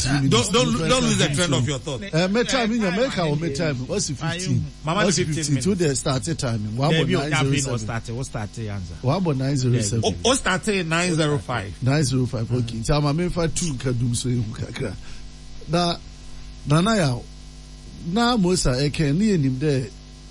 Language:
Akan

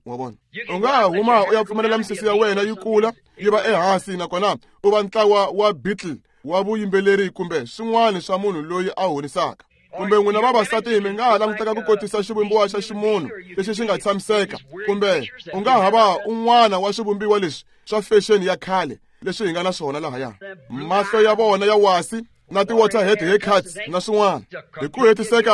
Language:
Tsonga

